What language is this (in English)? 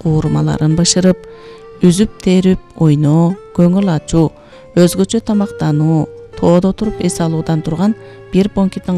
Kyrgyz